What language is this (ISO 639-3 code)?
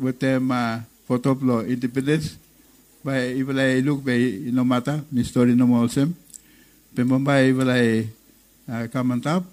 bis